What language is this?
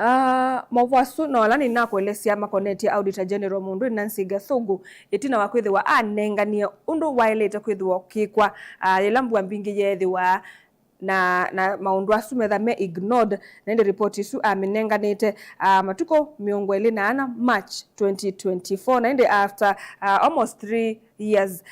Kamba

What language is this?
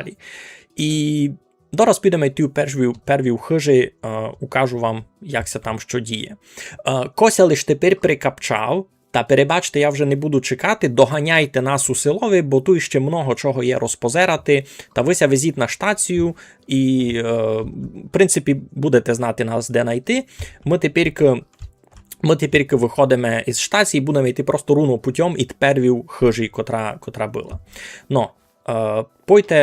Rusyn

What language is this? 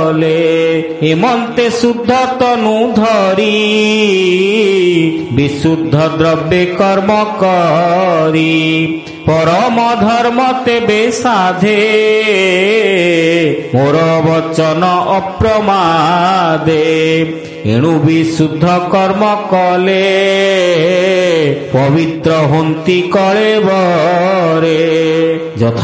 Odia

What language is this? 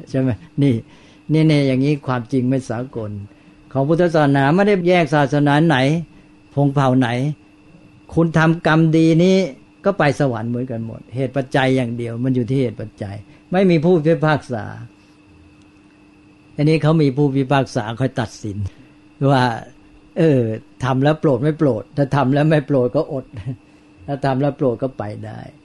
Thai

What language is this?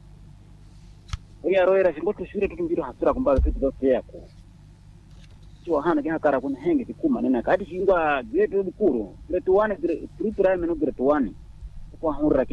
Swahili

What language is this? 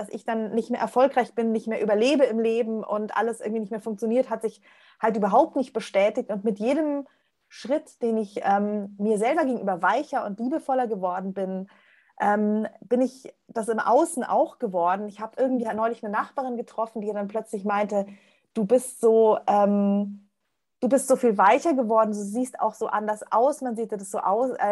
German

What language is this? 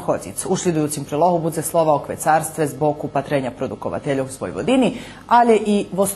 Rusyn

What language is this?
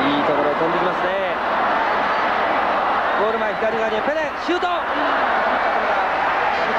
Japanese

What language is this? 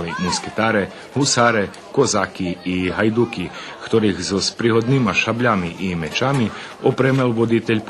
Rusyn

